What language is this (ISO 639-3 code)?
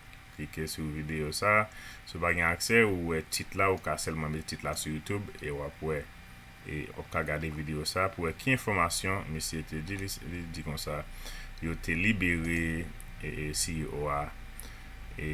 hat